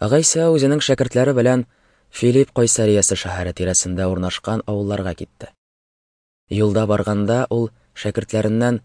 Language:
Tatar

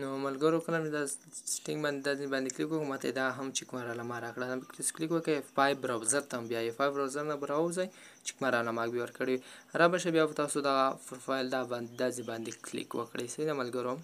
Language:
Pashto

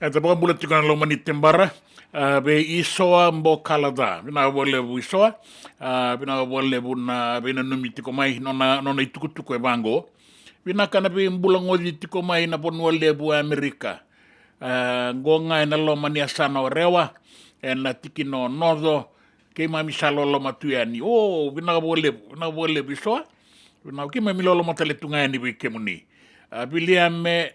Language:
Fijian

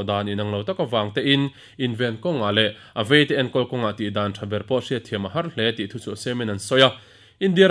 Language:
Mizo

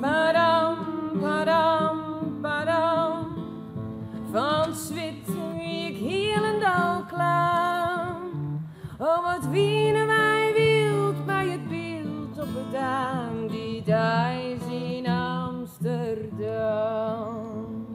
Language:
Western Frisian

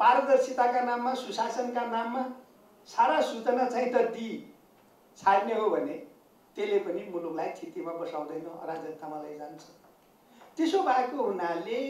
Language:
Nepali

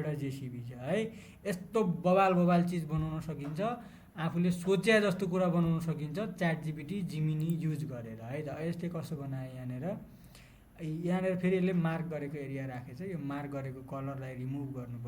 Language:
Nepali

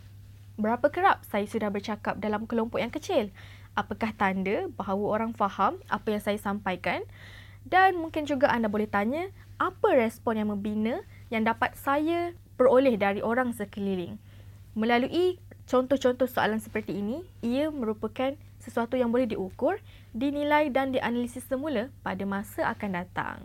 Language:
Malay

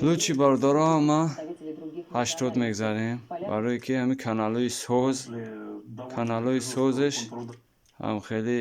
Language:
Tajik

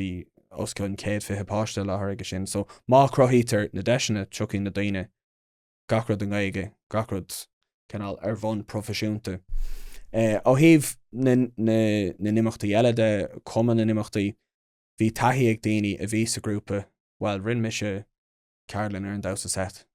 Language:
Irish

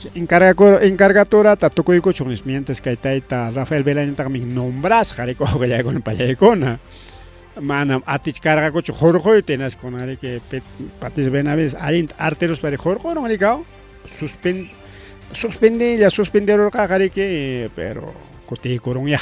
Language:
Ayacucho Quechua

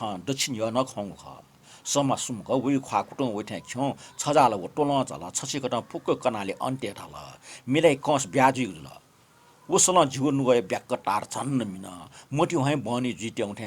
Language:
Newari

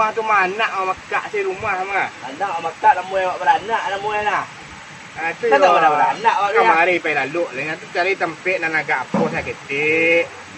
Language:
Minangkabau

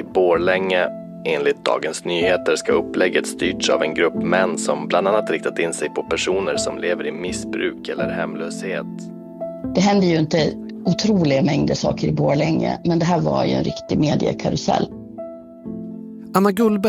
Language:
Swedish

